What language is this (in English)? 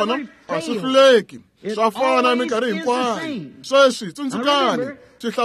Tsonga